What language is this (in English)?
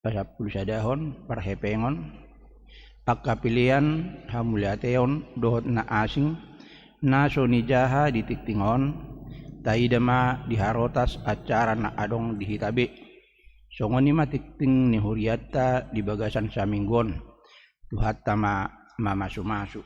Batak Toba